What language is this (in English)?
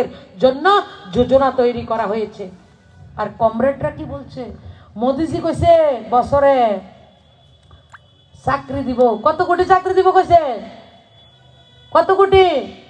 Bangla